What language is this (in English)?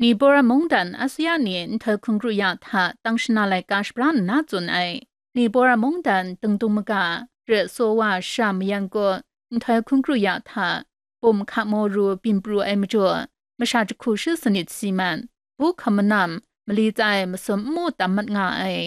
Kachin